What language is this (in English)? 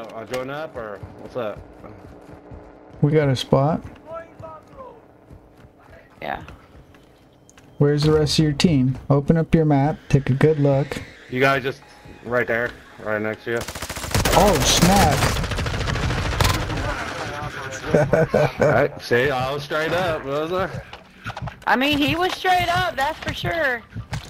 English